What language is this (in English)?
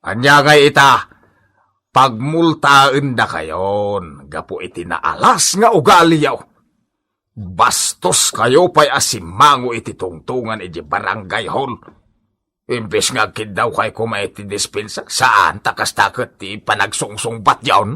Iloko